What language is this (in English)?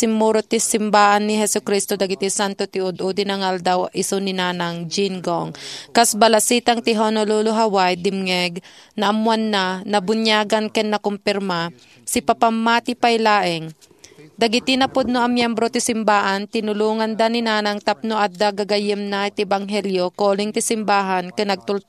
Iloko